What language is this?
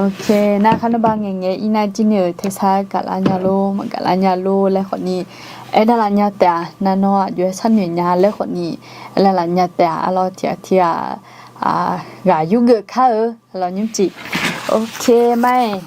Akha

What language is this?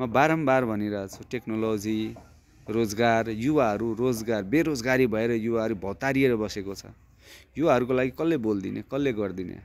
Nepali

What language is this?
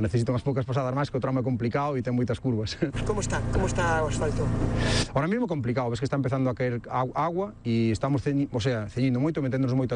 Galician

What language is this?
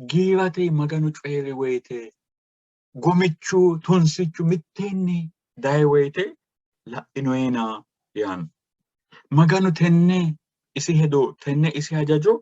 Sidamo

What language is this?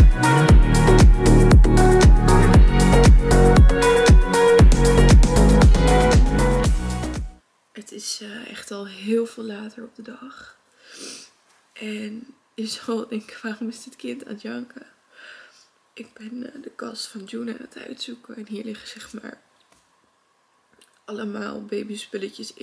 Dutch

